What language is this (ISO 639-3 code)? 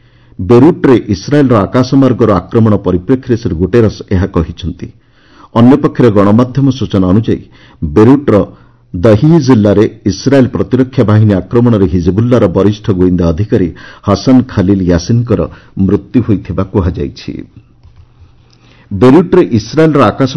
ori